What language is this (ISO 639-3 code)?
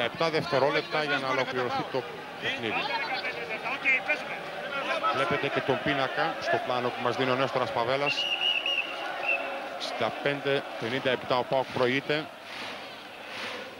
ell